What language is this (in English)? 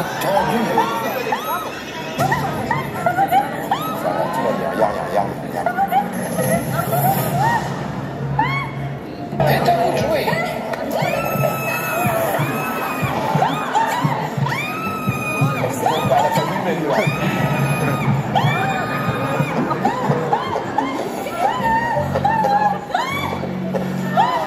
French